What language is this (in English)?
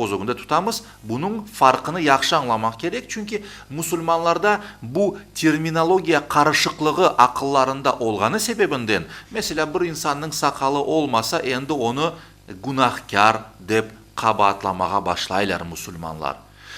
Crimean Tatar